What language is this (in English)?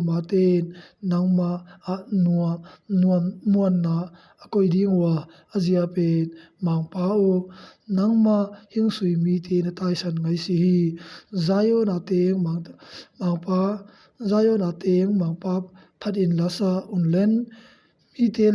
Tedim Chin